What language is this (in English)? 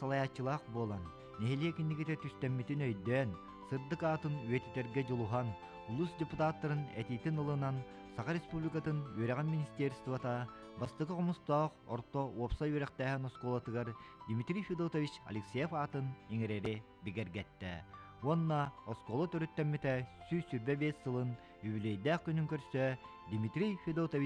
Yakut